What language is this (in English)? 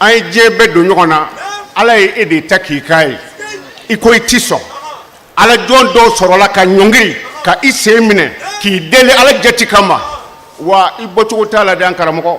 Bambara